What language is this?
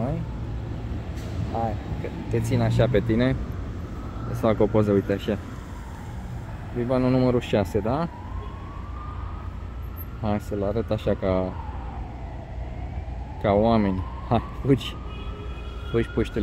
Romanian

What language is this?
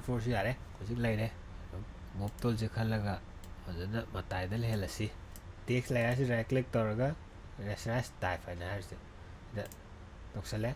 Manipuri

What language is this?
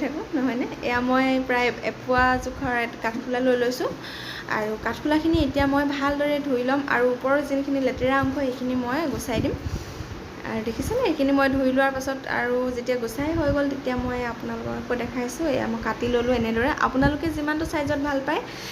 Assamese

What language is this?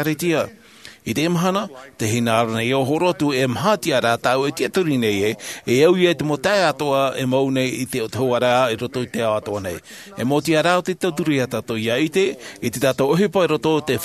Tahitian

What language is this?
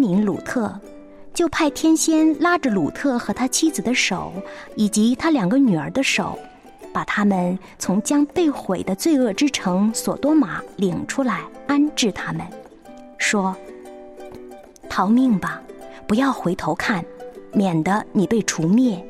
Chinese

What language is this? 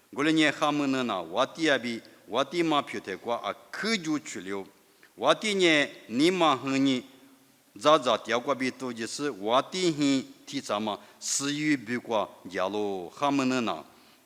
Lisu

